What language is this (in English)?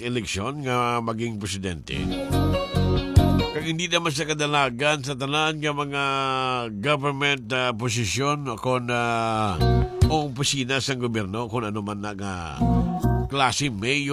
Hiligaynon